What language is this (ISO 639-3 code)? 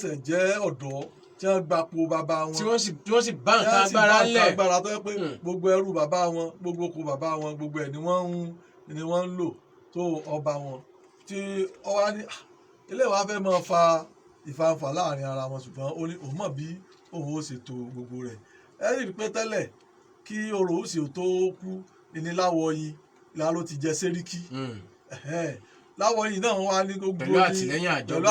yor